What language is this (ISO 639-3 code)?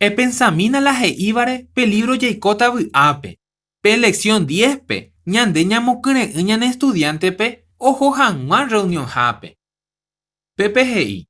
grn